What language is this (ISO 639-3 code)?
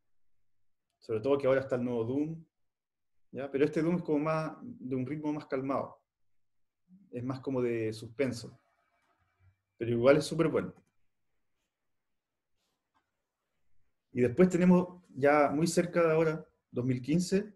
spa